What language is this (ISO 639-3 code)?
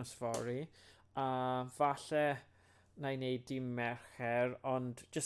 cym